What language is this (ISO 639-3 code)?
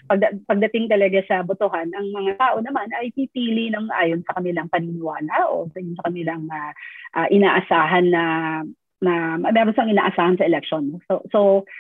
fil